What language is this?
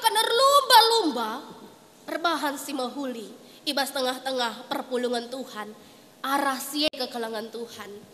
Batak Karo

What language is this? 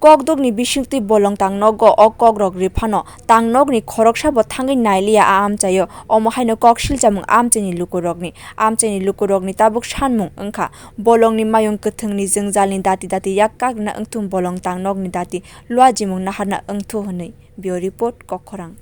Kok Borok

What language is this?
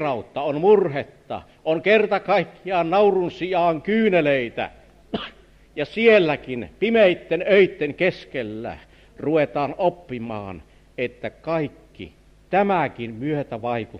Finnish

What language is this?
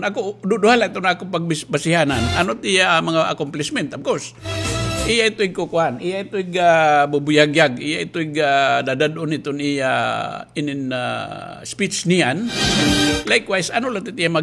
Waray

